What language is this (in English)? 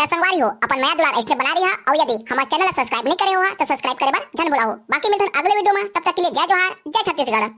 Chhattisgarhi